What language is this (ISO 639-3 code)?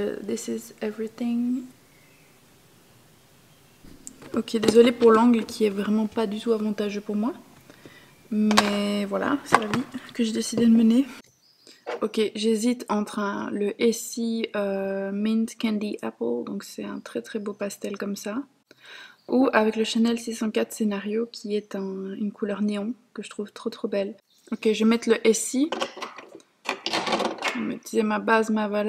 fra